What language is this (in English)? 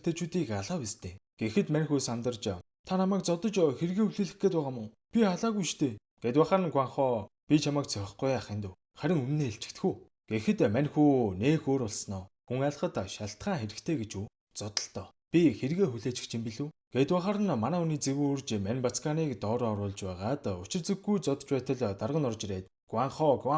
Mongolian